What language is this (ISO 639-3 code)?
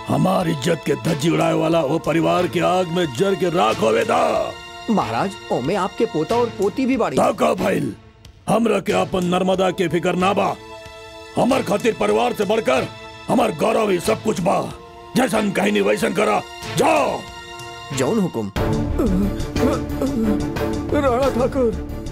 bho